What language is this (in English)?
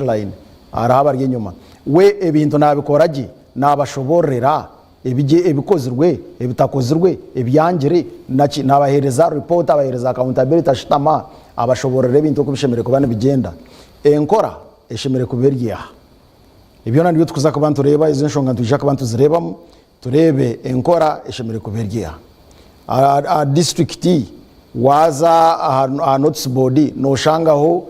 Nyankole